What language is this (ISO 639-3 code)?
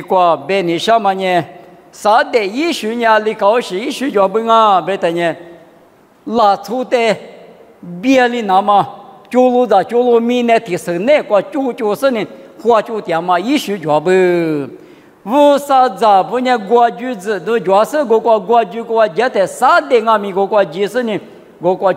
lis